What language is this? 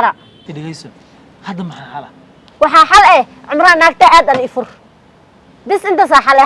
Somali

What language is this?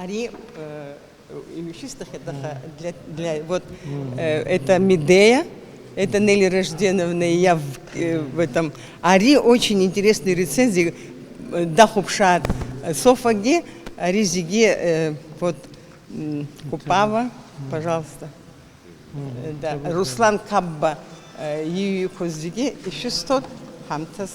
Abkhazian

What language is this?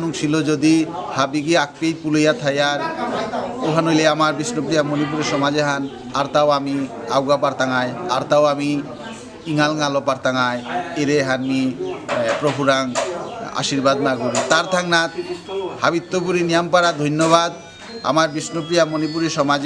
Bishnupriya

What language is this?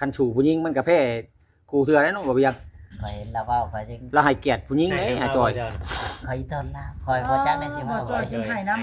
Lao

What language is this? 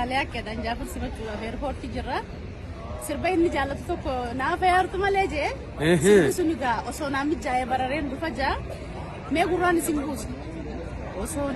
Oromo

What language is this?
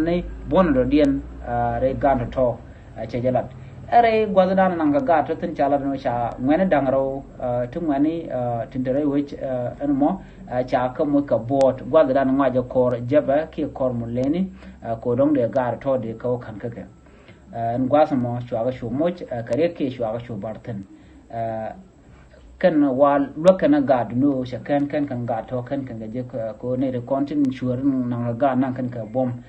Nuer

